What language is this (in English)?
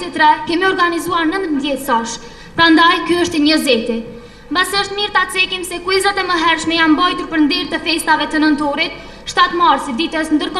Albanian